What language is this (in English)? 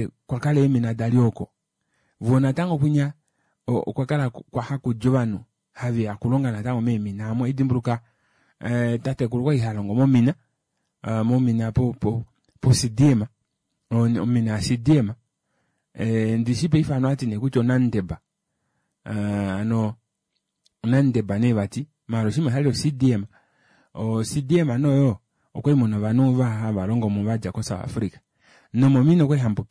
Kuanyama